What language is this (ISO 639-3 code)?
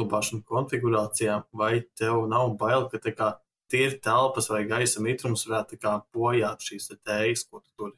lav